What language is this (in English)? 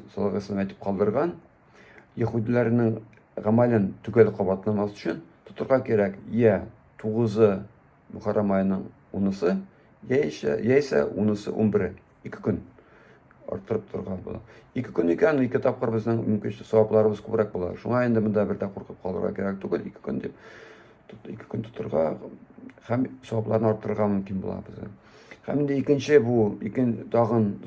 Tatar